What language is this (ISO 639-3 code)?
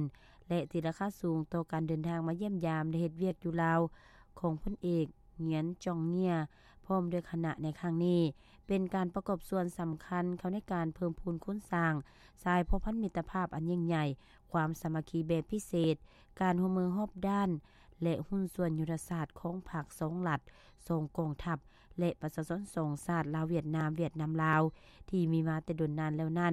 lao